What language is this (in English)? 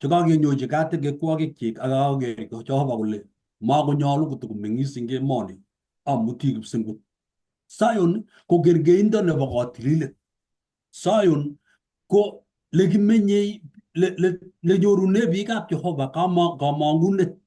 Kalenjin